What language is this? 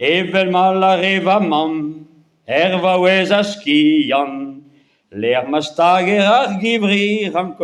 Breton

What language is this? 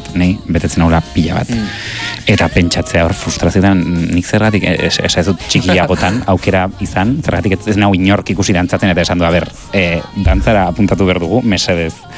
Basque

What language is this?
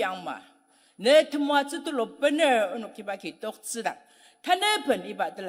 Ao Naga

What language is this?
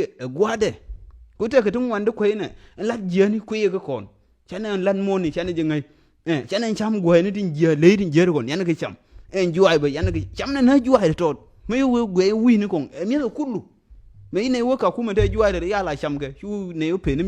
Nuer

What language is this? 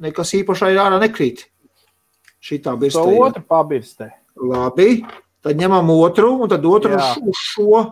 Latvian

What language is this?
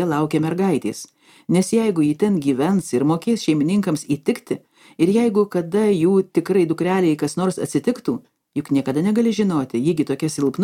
Lithuanian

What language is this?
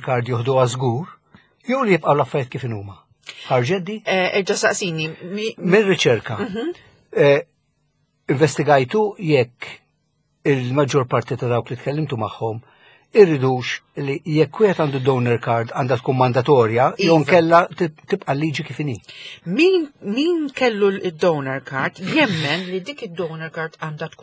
Maltese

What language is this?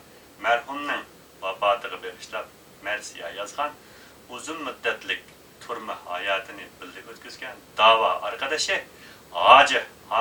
Uyghur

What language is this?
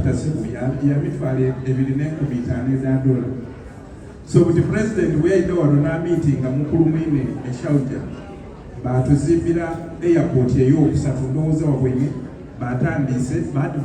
Soga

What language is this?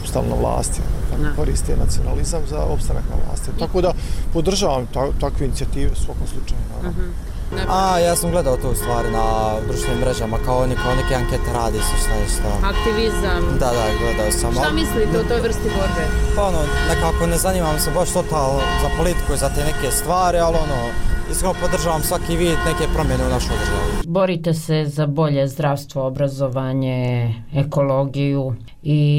Bosnian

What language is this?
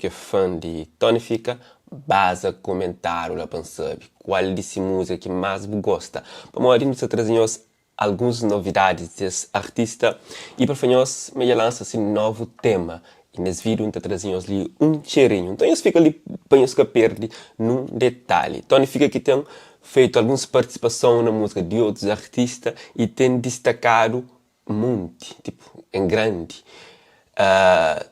Kabuverdianu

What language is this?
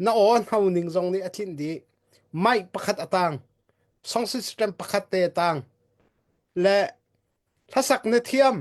Hakha Chin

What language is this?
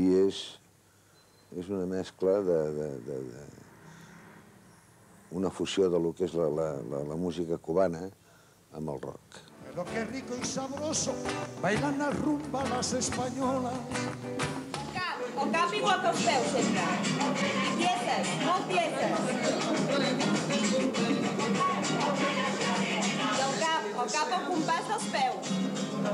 Catalan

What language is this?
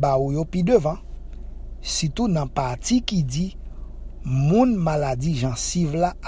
Haitian Creole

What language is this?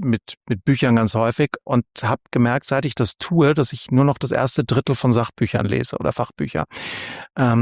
German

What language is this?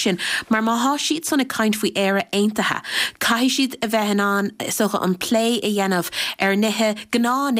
Irish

